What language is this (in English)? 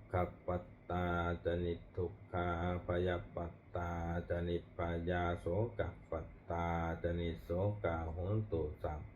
Pali